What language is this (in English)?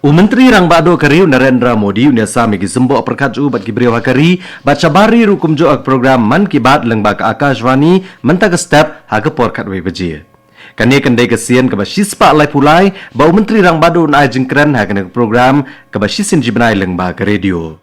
Khasi